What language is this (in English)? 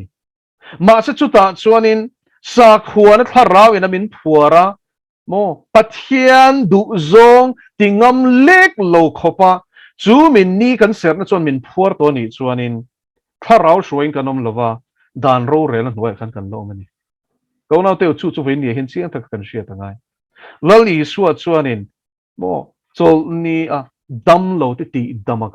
Mizo